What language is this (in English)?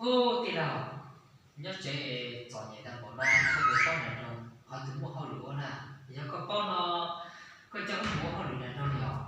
Hmong